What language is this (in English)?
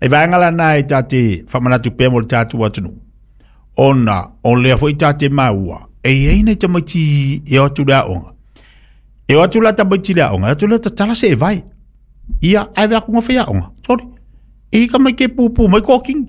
Samoan